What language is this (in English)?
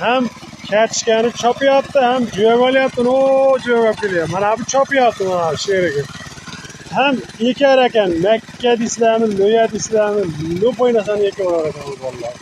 Uzbek